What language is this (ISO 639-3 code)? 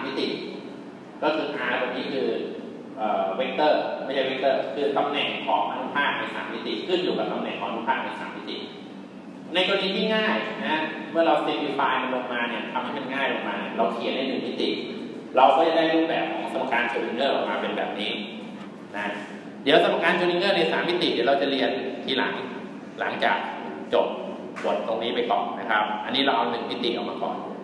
tha